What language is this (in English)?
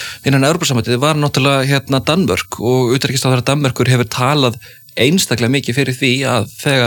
Icelandic